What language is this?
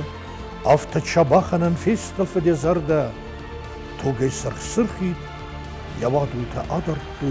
Ossetic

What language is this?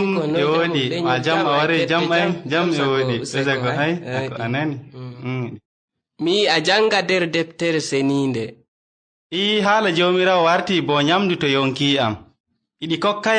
Nigerian Fulfulde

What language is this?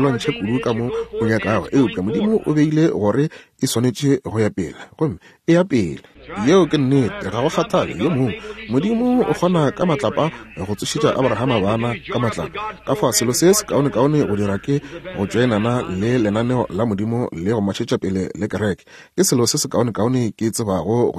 Northern Sotho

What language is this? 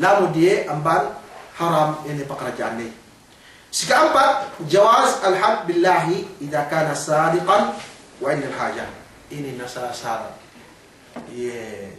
Yakan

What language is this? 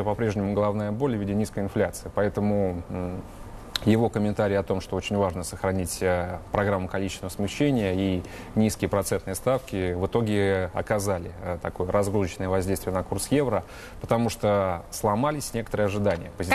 Russian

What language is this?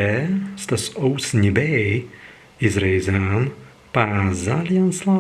Prussian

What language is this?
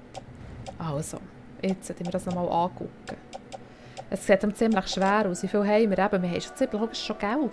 Swiss German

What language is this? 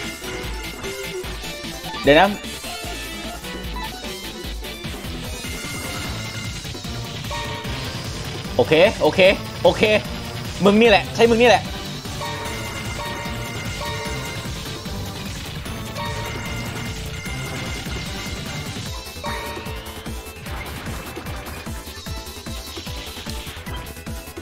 Thai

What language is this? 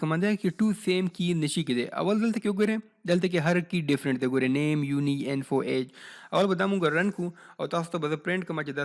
Pashto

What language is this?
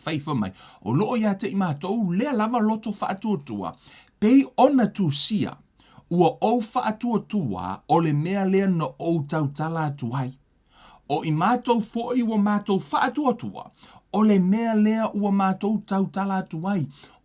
Samoan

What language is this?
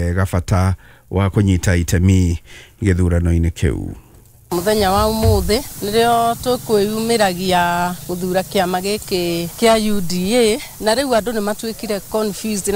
Kikuyu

